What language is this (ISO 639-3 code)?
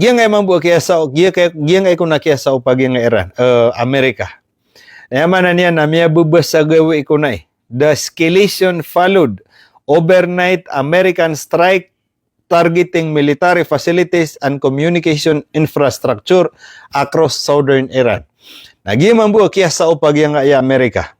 mrw